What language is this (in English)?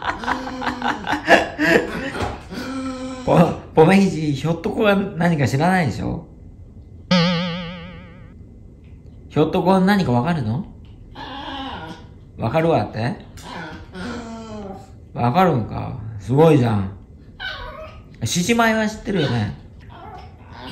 Japanese